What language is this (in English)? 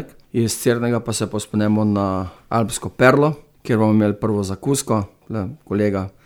Slovenian